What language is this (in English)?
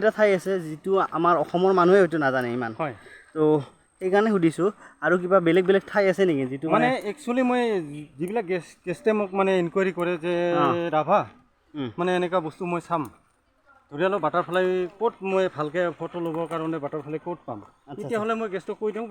Assamese